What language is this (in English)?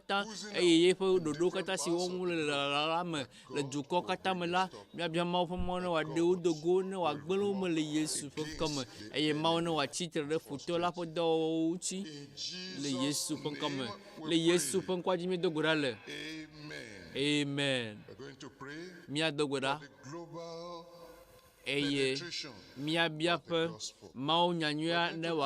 Ewe